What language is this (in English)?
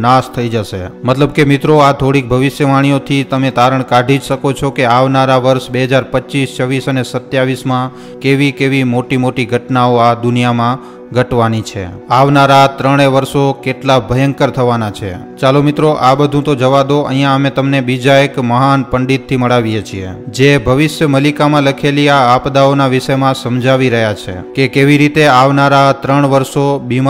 Gujarati